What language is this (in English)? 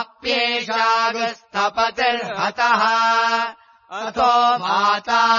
Sanskrit